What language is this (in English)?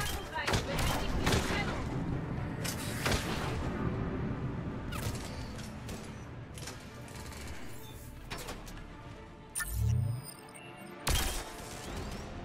German